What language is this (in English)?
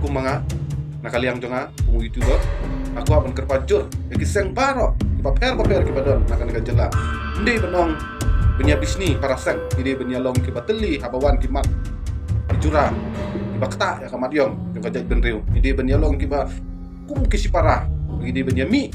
Khasi